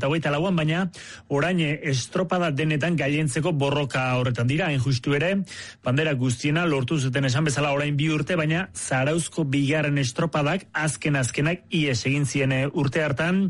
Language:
Basque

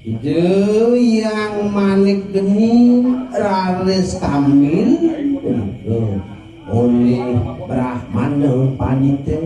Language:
Balinese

